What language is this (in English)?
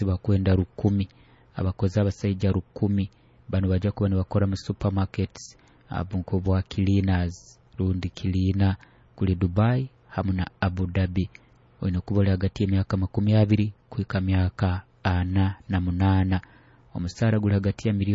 Nyoro